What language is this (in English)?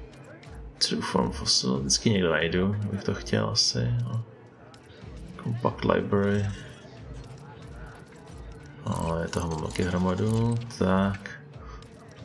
Czech